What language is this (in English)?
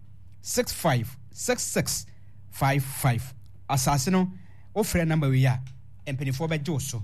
Akan